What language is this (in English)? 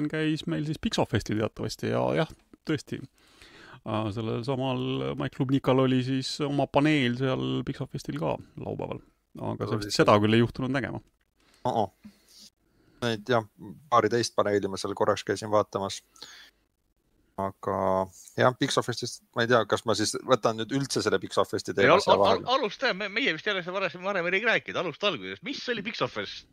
Estonian